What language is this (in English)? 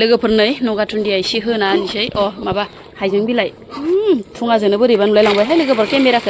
Bodo